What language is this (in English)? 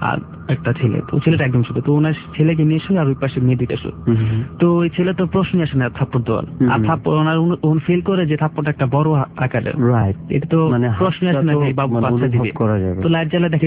Bangla